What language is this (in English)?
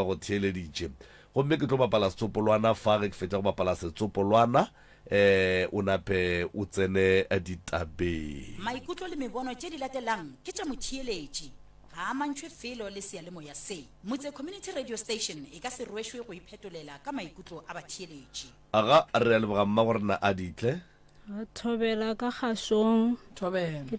Northern Sotho